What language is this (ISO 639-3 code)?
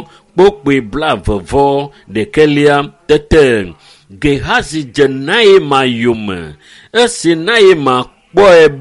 ewe